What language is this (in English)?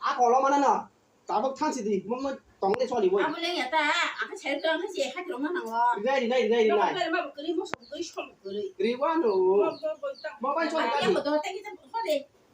Kok Borok